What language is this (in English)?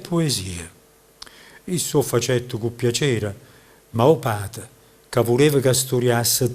Neapolitan